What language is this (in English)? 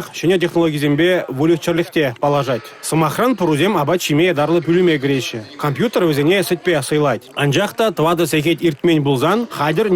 Chuvash